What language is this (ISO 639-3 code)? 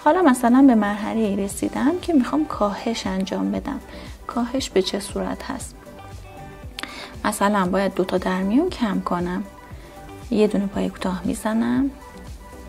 fas